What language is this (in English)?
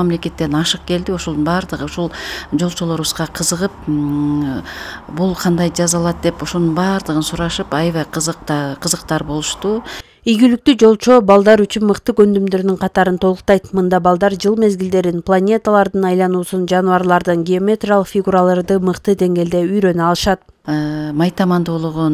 Kyrgyz